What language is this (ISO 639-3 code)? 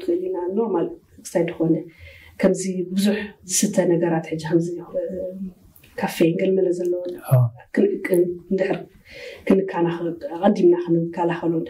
tir